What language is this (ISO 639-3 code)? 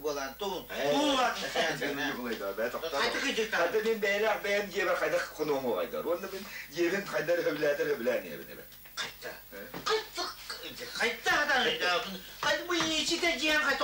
sah